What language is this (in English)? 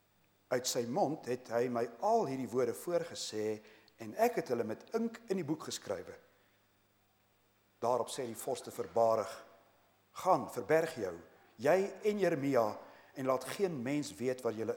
Afrikaans